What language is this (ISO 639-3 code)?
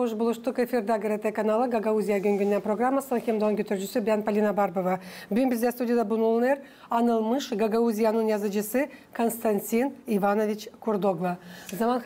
gag